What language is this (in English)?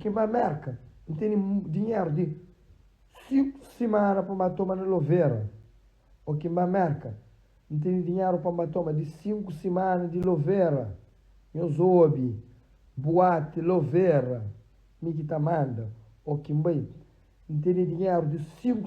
Kabuverdianu